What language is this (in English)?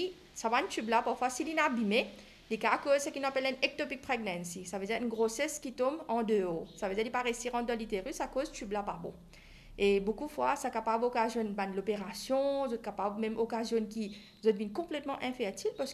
Morisyen